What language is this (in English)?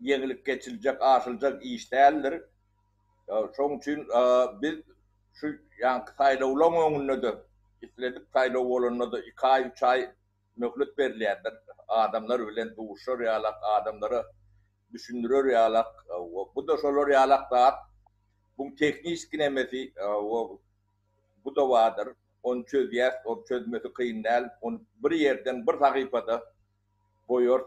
Turkmen